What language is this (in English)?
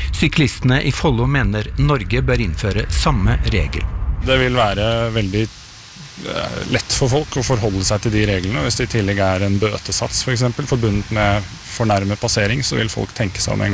Norwegian